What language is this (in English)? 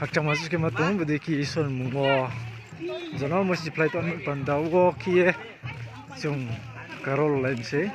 Riang (India)